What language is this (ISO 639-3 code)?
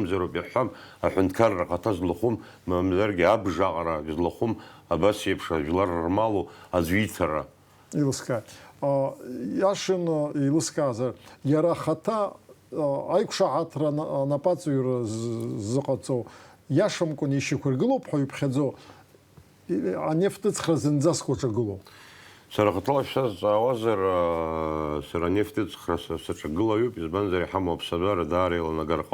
abk